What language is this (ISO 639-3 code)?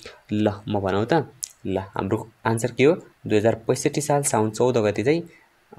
nep